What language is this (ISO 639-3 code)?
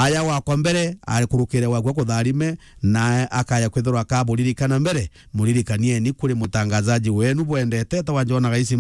mer